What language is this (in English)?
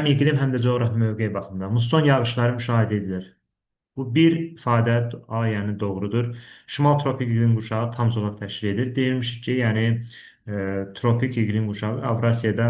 Azerbaijani